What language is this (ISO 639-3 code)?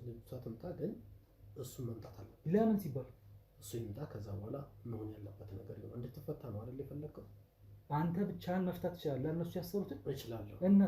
amh